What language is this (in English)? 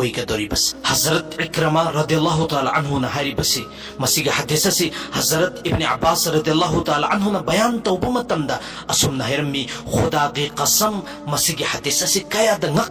Manipuri